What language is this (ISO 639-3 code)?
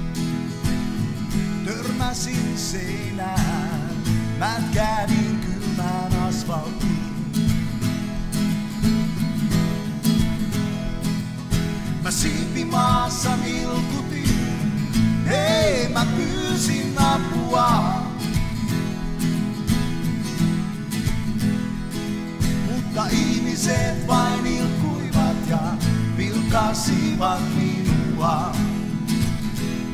fin